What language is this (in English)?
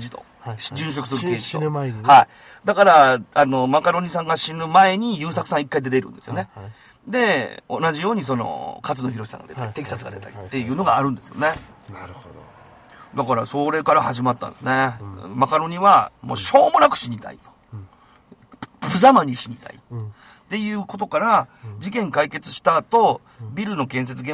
Japanese